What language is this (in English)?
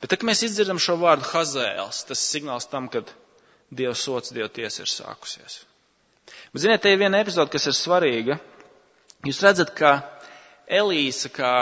Latvian